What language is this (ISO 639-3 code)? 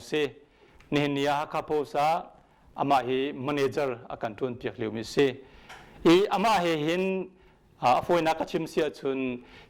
cnh